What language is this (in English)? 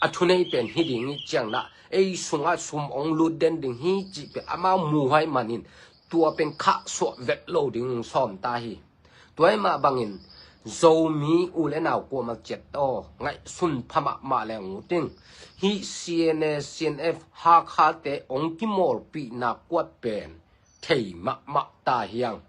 Tedim Chin